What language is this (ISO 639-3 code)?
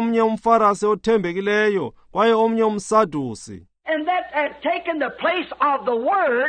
xho